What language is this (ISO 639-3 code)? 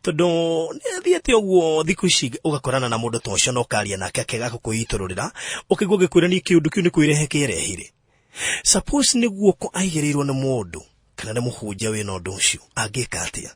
kik